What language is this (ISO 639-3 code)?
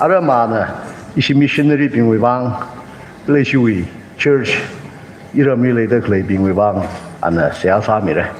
nmf